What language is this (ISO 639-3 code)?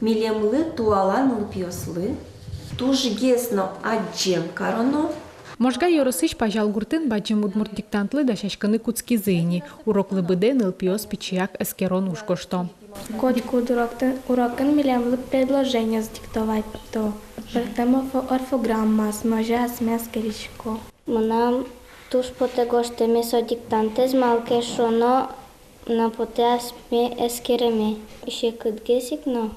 udm